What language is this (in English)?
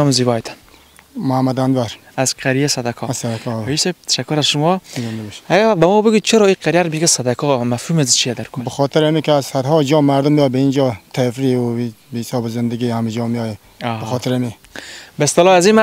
Persian